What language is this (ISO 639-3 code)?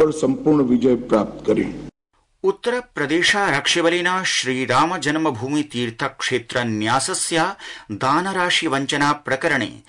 san